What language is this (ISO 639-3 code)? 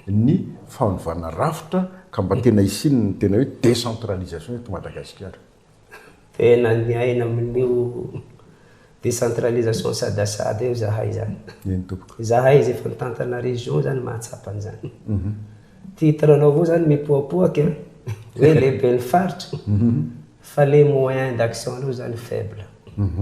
mlg